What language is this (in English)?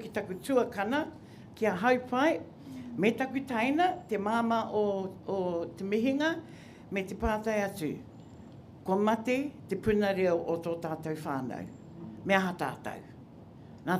Māori